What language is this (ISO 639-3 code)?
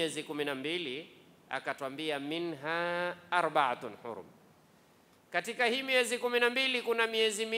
swa